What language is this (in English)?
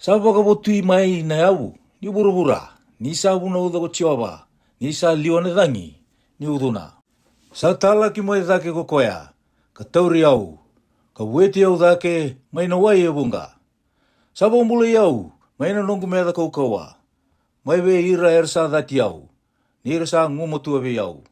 Fijian